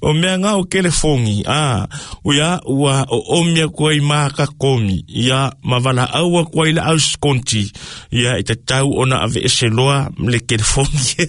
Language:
Samoan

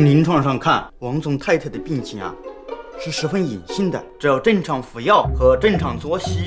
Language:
Chinese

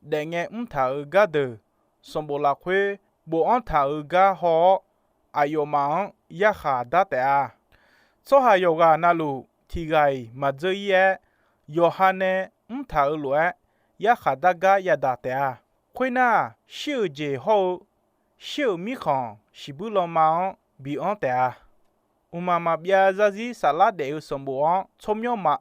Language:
Akha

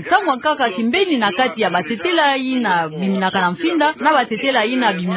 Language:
Kituba (Democratic Republic of Congo)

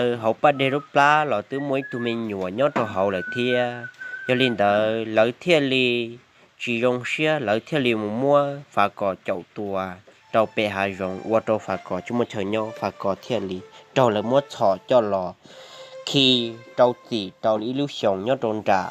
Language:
Hmong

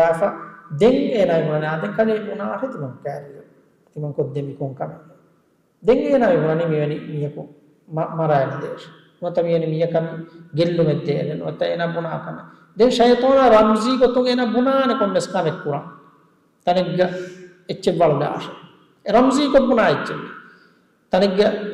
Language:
Divehi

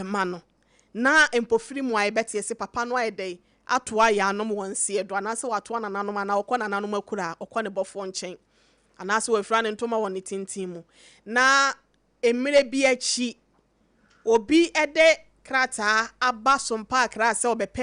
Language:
Akan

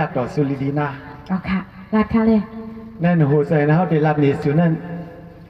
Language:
Shan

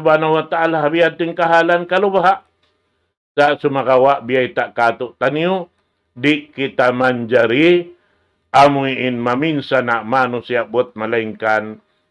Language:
Tausug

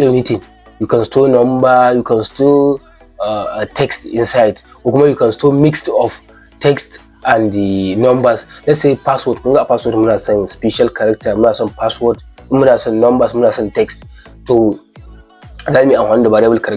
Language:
Hausa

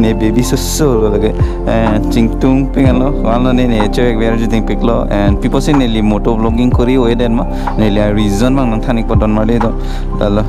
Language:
Karbi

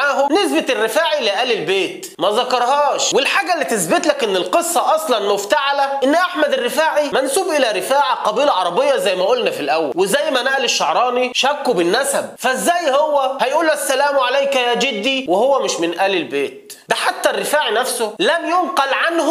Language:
Egyptian Arabic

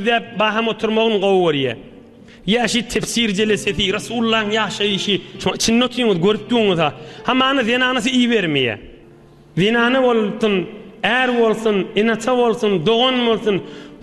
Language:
Turkmen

